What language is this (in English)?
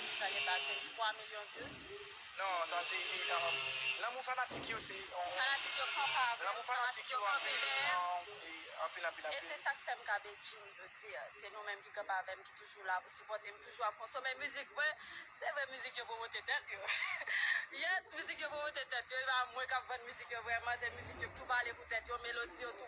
Haitian Creole